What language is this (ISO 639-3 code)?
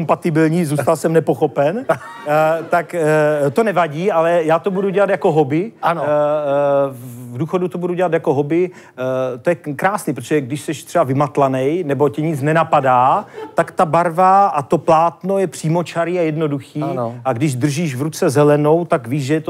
ces